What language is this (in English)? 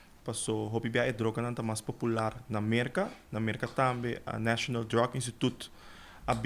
Papiamento